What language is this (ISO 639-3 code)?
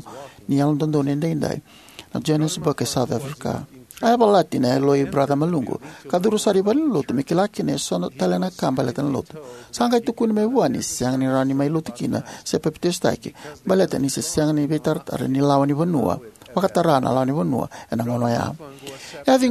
fij